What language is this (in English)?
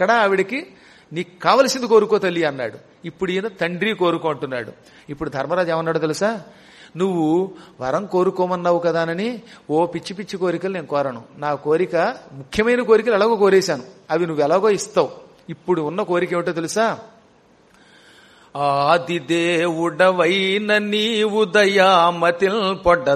Telugu